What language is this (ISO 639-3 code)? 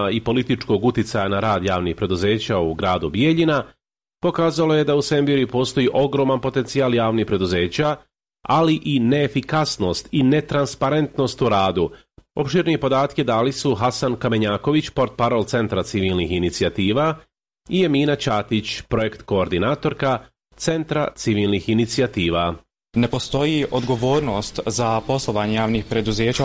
bos